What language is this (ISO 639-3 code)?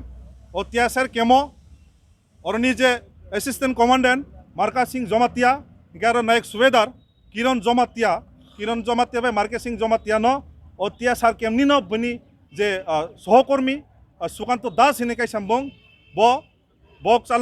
trp